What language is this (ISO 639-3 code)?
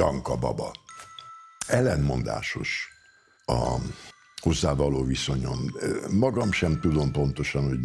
hun